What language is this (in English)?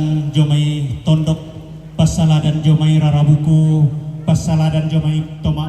Toraja-Sa'dan